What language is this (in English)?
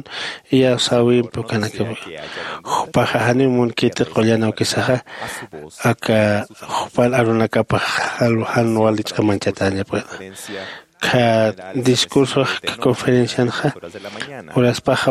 Aymara